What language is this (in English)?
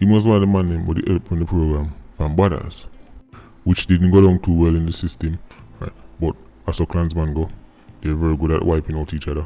Jamaican Creole English